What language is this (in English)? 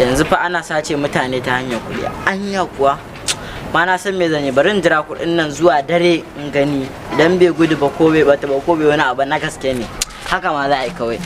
Hausa